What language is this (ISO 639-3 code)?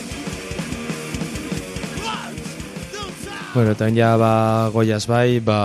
eus